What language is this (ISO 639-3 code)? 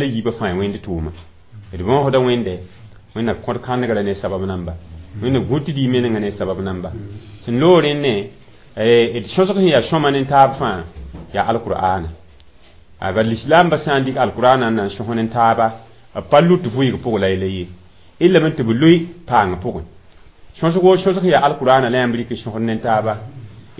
mos